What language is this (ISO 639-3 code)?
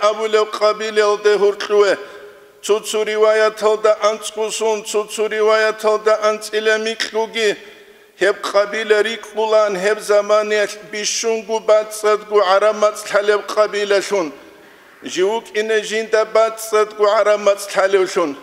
ava